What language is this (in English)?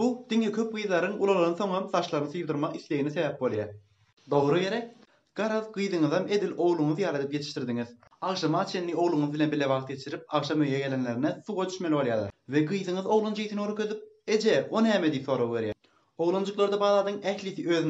Turkmen